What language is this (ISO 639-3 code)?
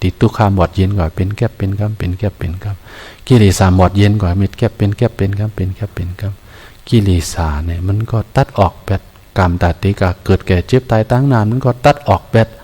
shn